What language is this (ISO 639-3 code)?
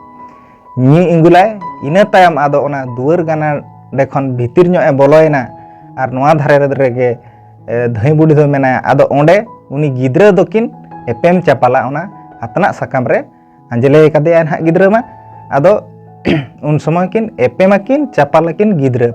sat